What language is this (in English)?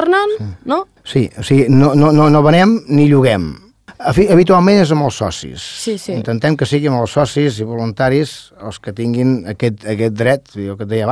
Catalan